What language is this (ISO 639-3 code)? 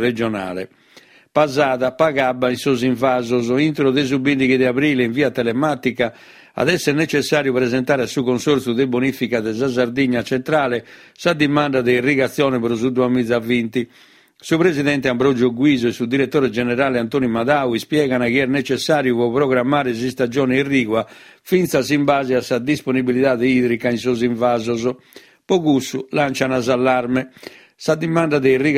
srd